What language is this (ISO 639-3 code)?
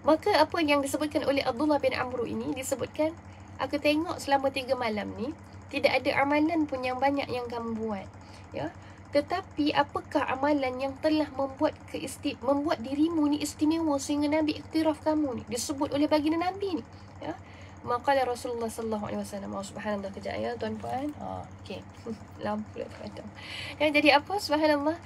msa